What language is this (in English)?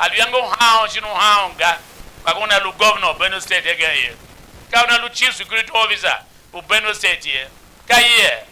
Tiv